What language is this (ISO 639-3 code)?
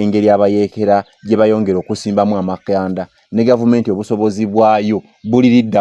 lug